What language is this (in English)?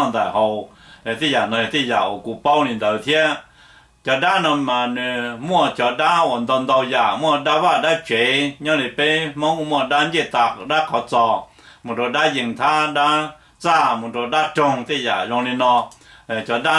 Hmong